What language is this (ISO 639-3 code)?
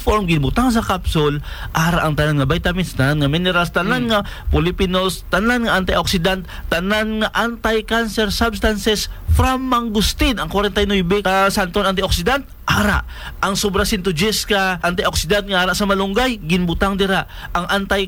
hil